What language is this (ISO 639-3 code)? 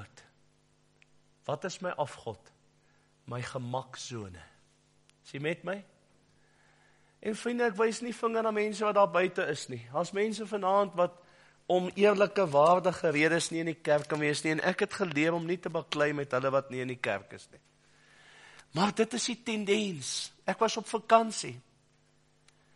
afr